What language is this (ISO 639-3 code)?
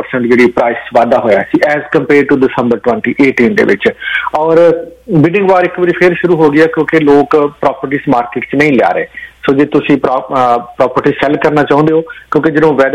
pan